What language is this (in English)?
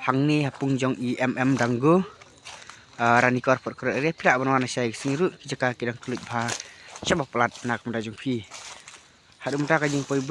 Khasi